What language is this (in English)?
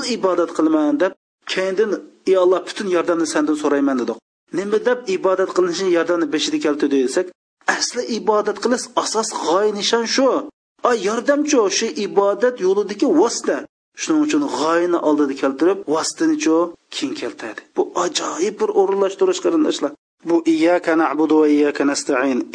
Uyghur